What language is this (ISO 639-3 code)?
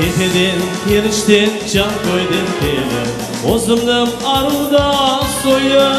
crh